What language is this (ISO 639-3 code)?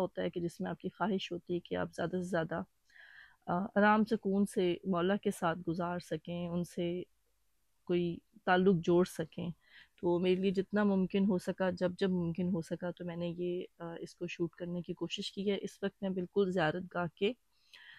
urd